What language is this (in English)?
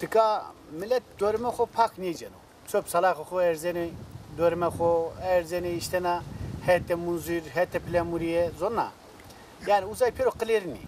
Zaza